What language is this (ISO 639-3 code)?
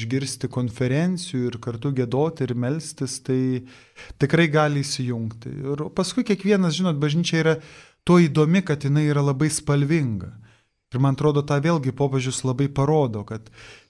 lit